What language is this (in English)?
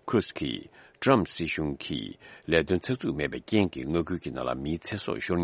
Tibetan